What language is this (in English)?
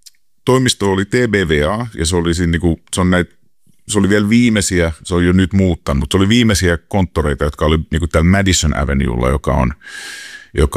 Finnish